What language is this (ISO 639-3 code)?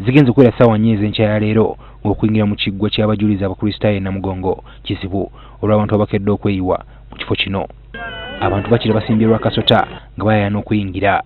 lug